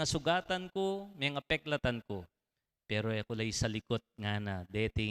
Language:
Pampanga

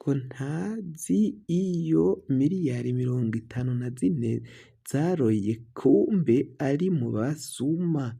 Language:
Rundi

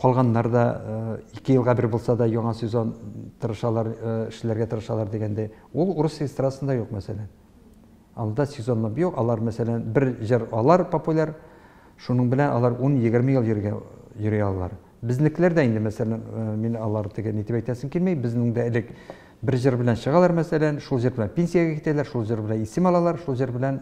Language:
Tatar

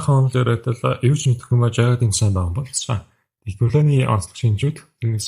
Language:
Mongolian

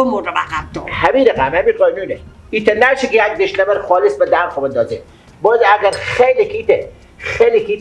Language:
Persian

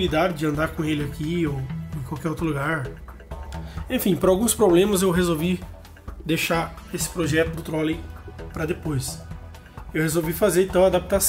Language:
Portuguese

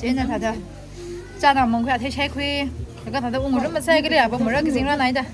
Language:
Tangkhul Naga (India)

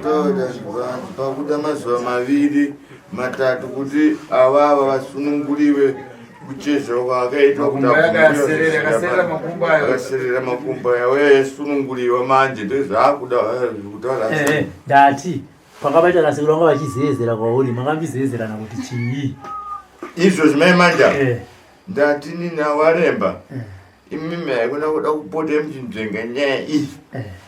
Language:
Shona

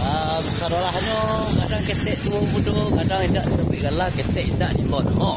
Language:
Minangkabau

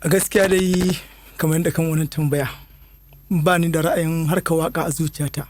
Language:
Hausa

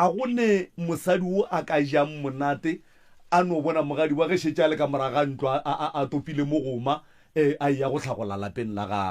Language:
Northern Sotho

